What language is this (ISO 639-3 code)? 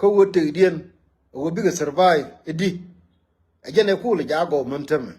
nus